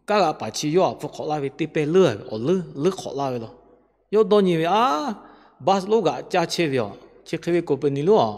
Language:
Lahu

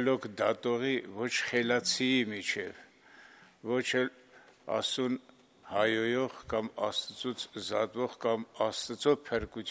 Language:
Armenian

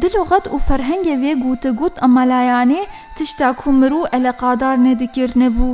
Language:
Kurdish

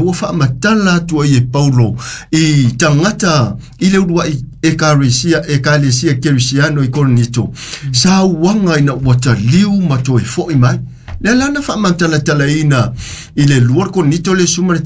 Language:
Samoan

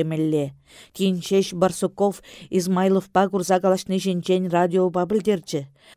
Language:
Chuvash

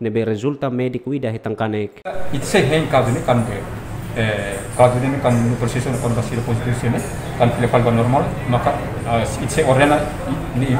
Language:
Tetum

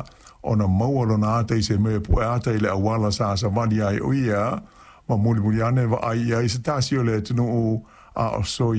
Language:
Samoan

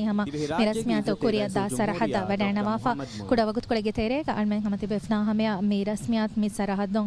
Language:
Divehi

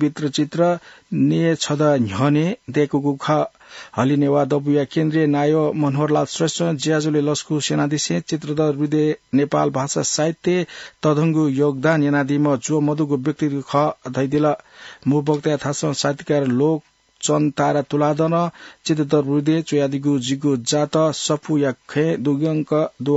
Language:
Newari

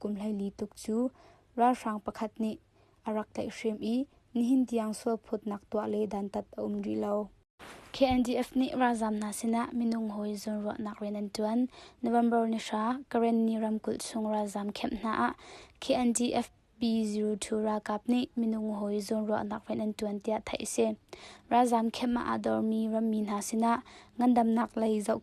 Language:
Hakha Chin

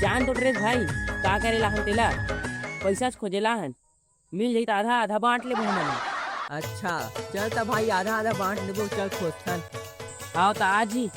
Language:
Chhattisgarhi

